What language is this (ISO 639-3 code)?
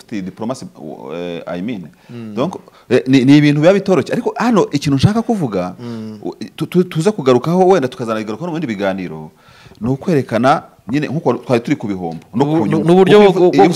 kin